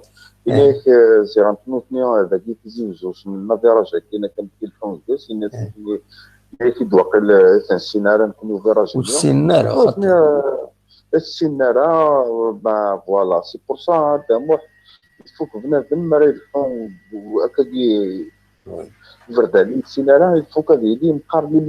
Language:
Kabyle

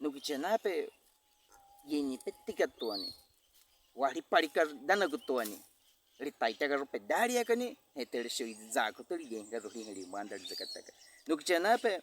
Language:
Baniwa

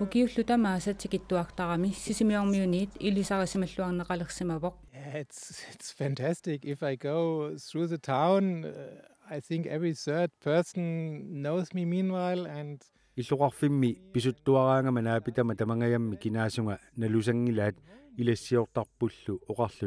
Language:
Kalaallisut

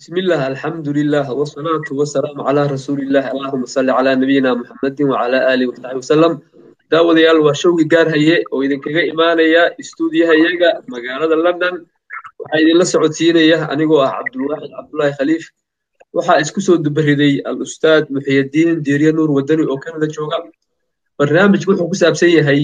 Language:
Somali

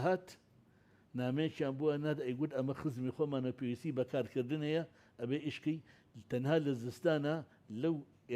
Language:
Central Kurdish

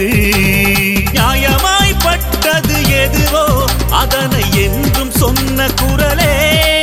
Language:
Tamil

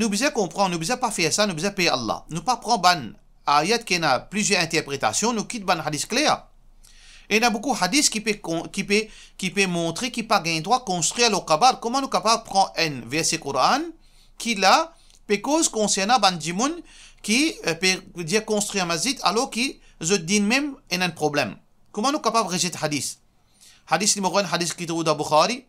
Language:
Morisyen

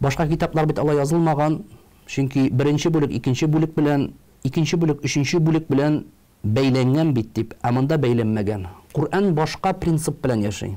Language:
Tatar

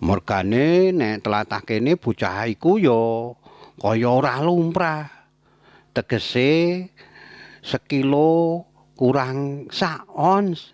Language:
Javanese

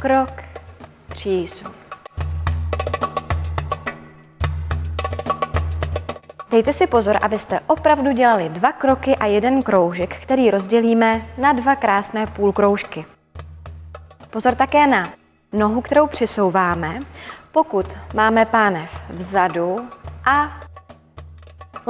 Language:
Czech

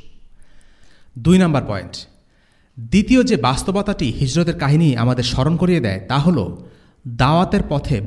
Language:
Bangla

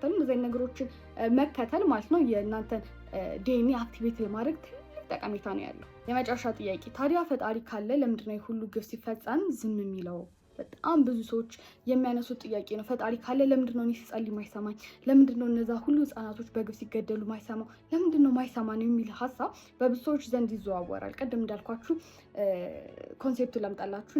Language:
Amharic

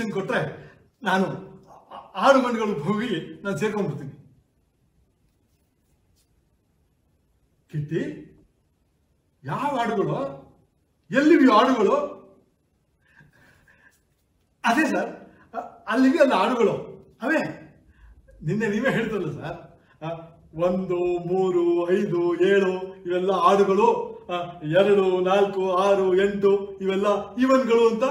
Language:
Kannada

